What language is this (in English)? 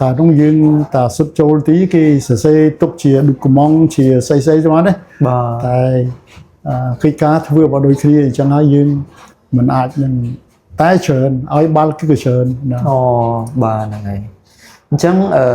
Khmer